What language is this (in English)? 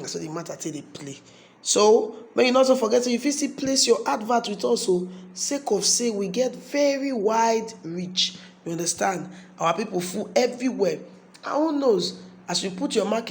Nigerian Pidgin